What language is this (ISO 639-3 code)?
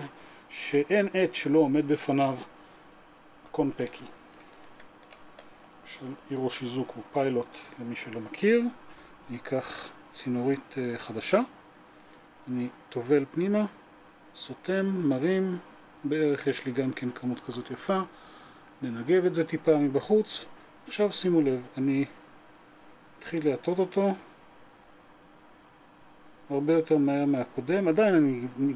heb